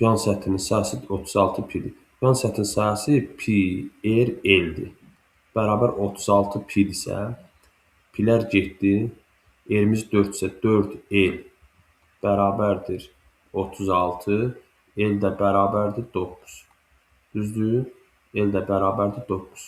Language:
Azerbaijani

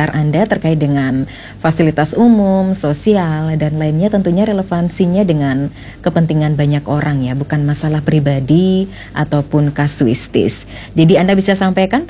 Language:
Indonesian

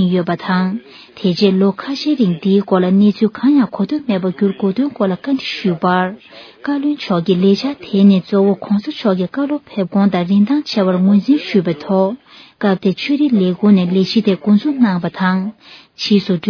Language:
Tibetan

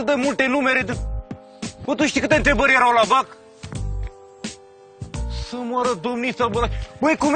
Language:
Romanian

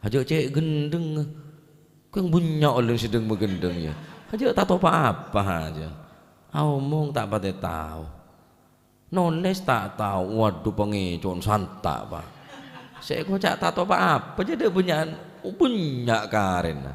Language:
Madurese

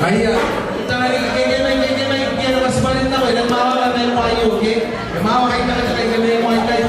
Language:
Gilbertese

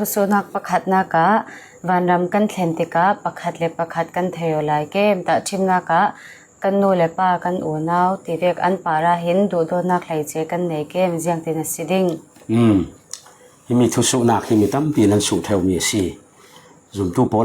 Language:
Falam Chin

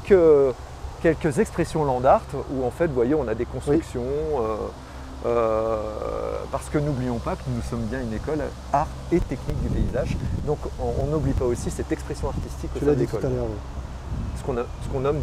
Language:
French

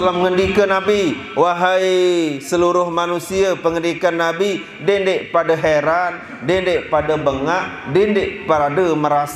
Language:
Sasak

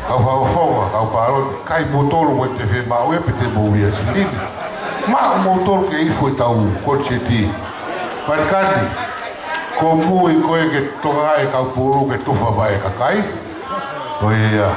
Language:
Tongan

